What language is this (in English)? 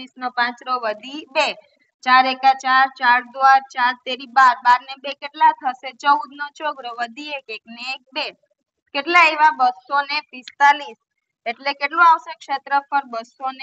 Gujarati